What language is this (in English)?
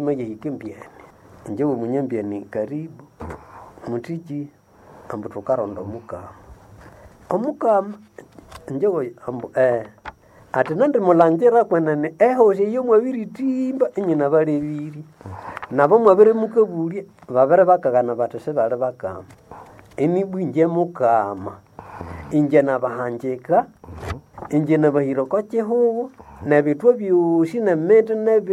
Nande